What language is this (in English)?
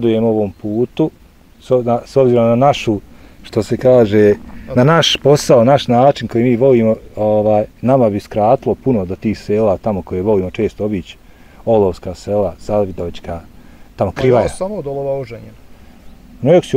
Bosnian